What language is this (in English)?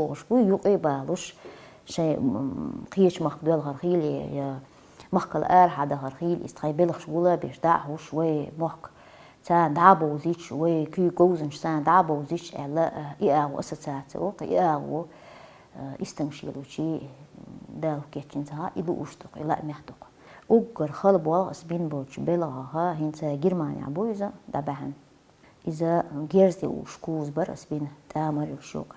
Chechen